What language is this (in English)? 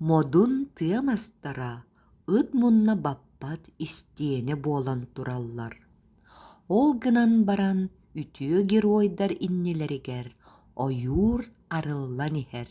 Yakut